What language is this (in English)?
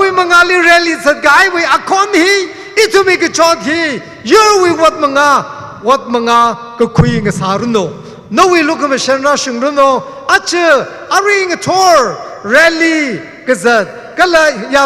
Tangkhul Naga (India)